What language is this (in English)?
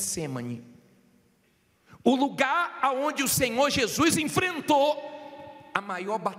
Portuguese